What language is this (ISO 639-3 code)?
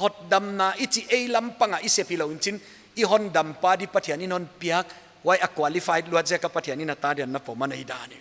pck